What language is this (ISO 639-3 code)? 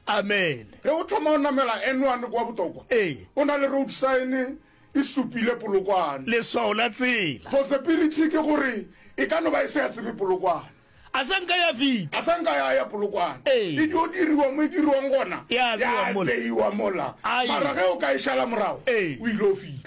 nso